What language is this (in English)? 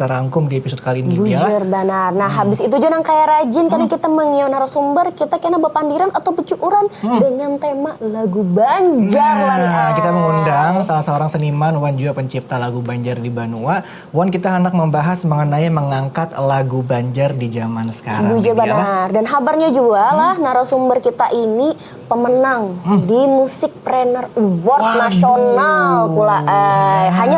Banjar